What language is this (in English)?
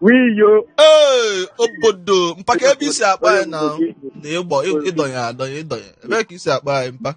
Igbo